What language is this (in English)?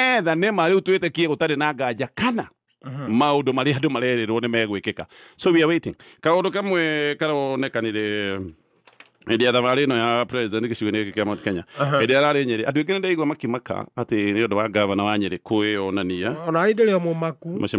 Kikuyu